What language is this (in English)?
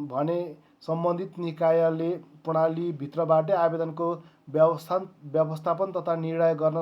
Nepali